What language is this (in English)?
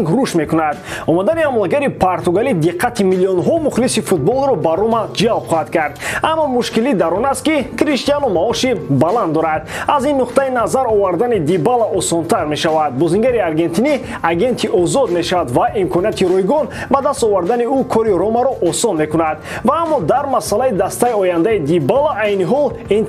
Tajik